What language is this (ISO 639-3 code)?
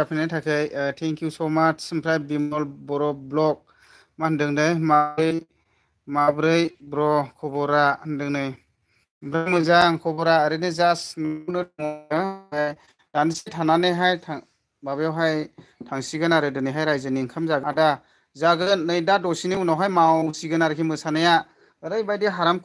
brx